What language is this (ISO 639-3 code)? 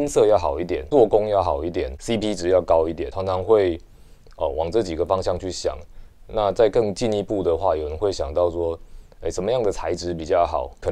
zho